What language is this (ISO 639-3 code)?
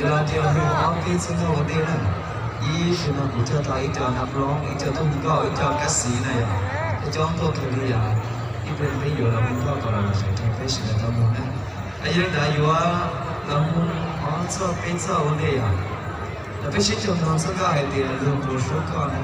hmn